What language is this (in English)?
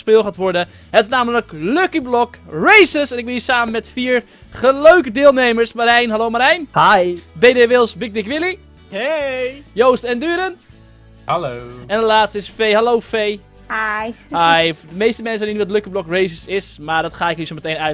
Dutch